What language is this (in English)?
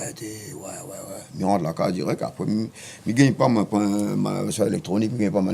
Réunion Creole French